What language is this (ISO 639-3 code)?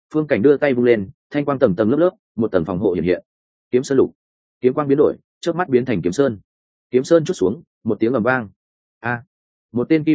vie